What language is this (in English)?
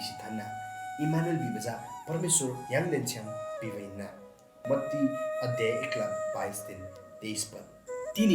Eastern Tamang